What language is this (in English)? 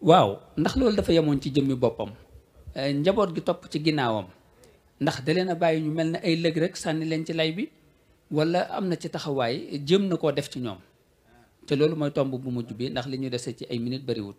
Wolof